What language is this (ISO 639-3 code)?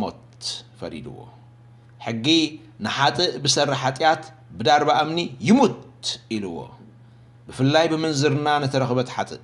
tir